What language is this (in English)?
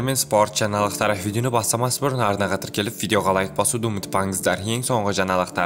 Kazakh